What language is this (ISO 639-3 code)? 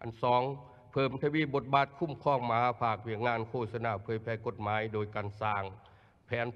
lao